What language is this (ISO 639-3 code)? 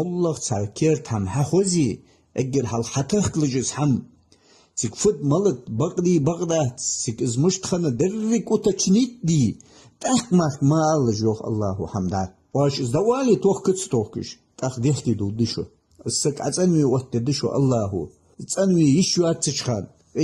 inh